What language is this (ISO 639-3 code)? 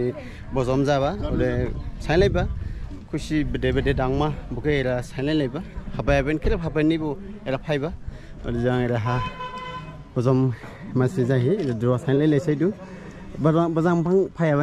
dis